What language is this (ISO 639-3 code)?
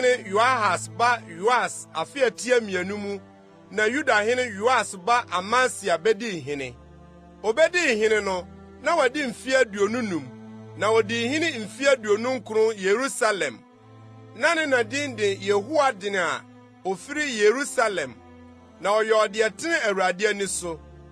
aka